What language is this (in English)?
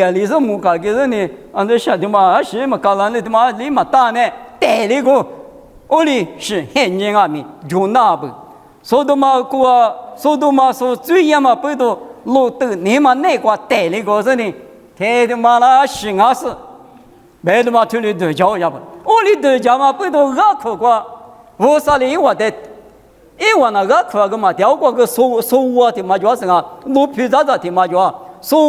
Lisu